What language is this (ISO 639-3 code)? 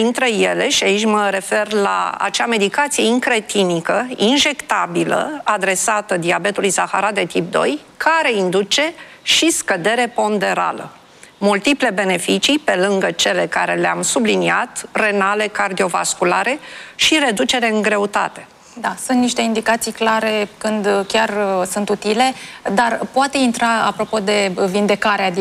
ron